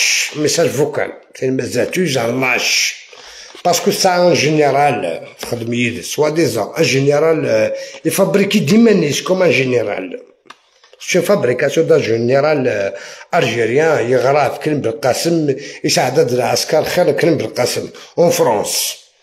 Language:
Algerian Arabic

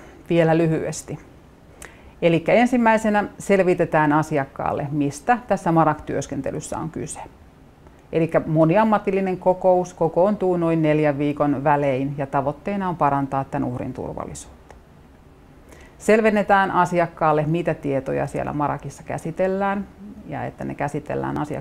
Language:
Finnish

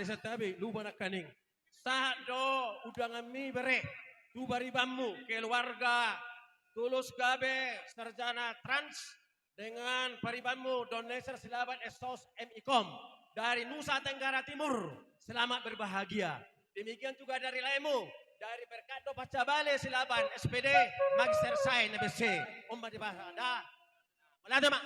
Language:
Batak Toba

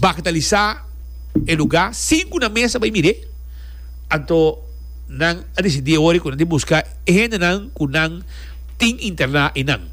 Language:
Papiamento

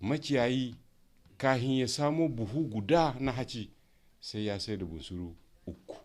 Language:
Hausa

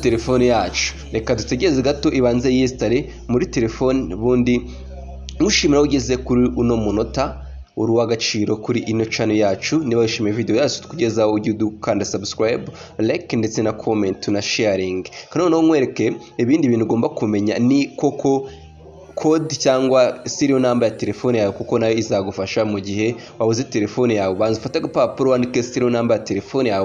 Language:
Kinyarwanda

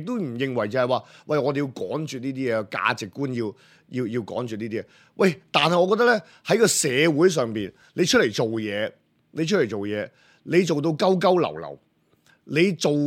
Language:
Cantonese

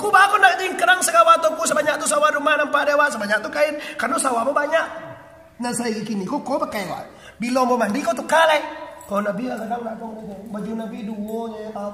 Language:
Minangkabau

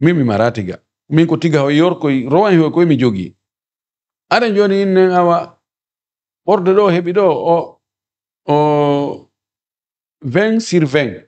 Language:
Fula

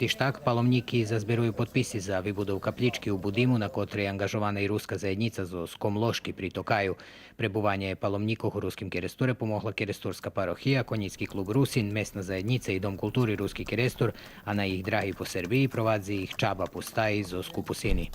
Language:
Rusyn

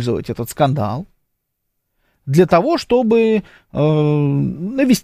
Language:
Russian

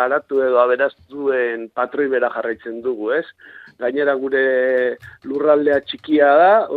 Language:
Basque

